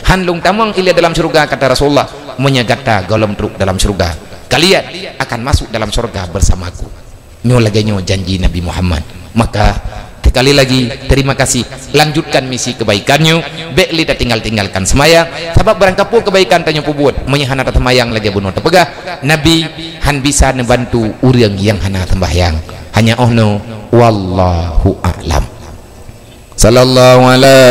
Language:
Achinese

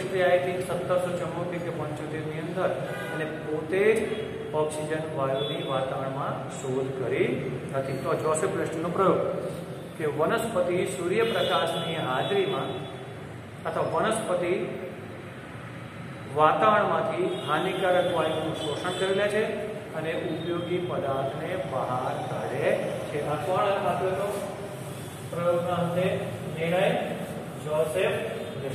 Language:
Gujarati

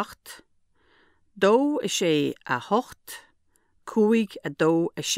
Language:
Irish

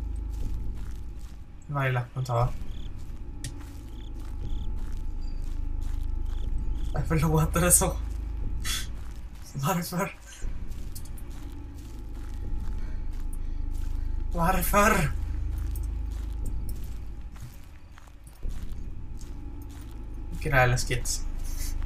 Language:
Swedish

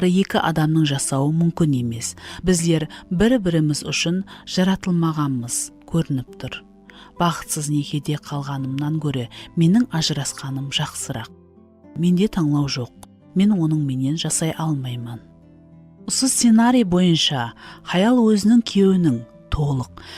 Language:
Kara-Kalpak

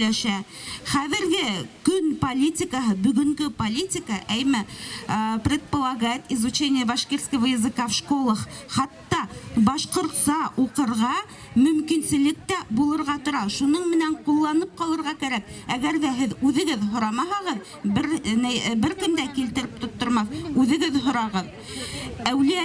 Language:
Bashkir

